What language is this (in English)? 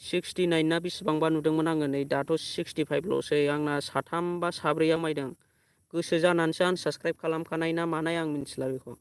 Bodo